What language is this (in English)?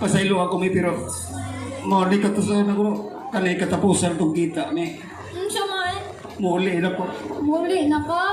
Cebuano